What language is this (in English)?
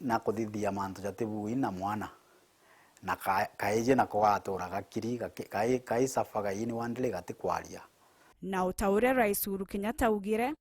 Meru